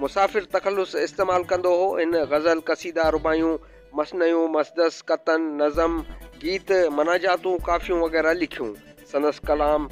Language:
Sindhi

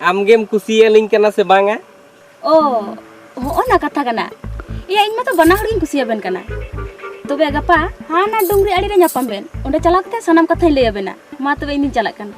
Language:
Santali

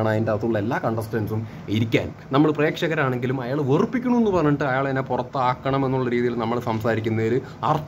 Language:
Malayalam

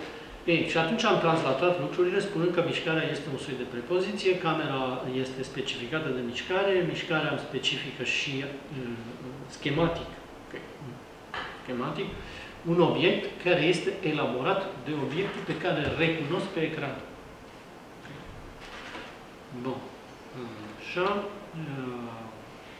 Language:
Romanian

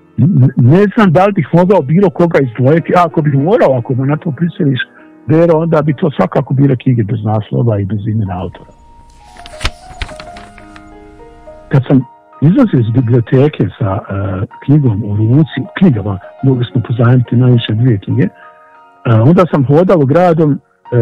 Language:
Bosnian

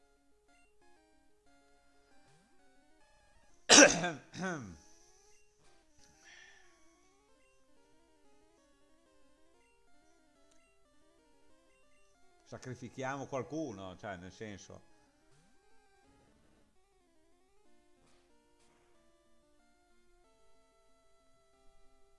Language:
Italian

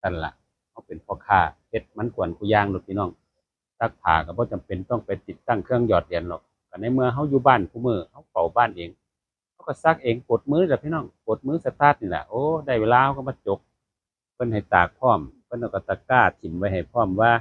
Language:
Northeastern Thai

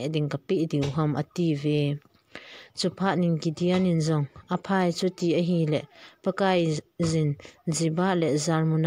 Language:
Thado Chin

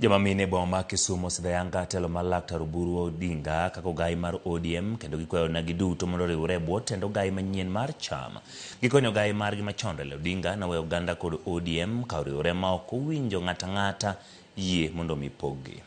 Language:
Luo (Kenya and Tanzania)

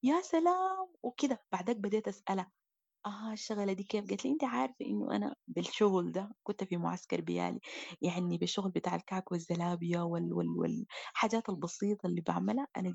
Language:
Sudanese Arabic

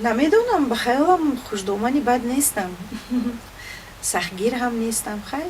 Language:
Tajik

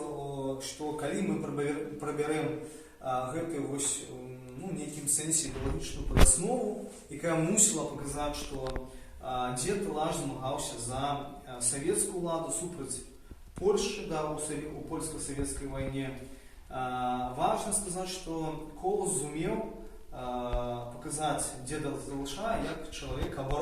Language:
Belarusian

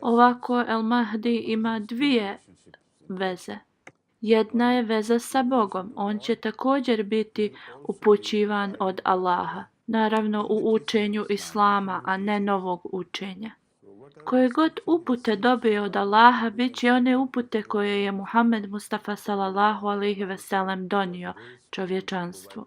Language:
Bosnian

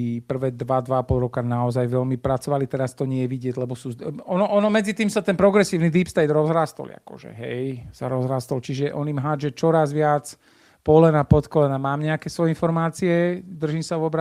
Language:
Slovak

